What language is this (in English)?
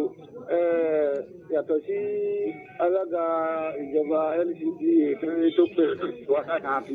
Yoruba